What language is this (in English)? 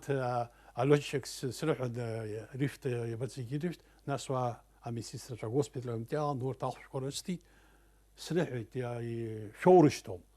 Abkhazian